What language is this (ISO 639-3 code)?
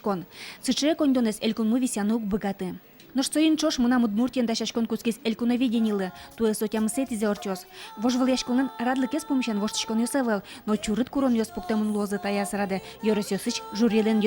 udm